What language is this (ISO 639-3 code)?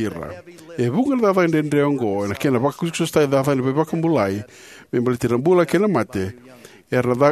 fij